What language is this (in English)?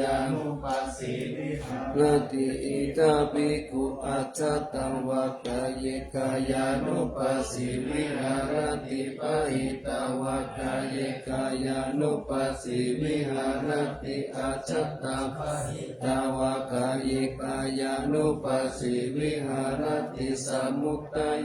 Pali